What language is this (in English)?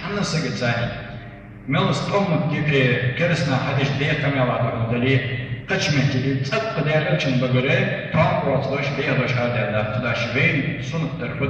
Ingush